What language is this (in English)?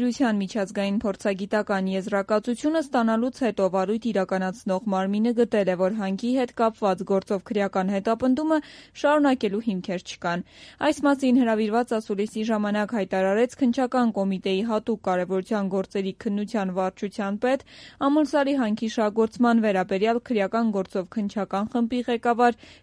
Armenian